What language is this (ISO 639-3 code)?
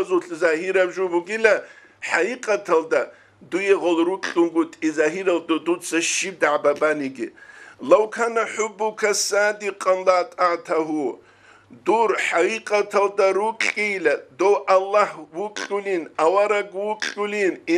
ava